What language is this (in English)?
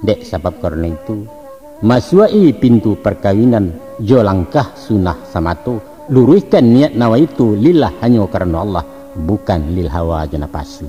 Minangkabau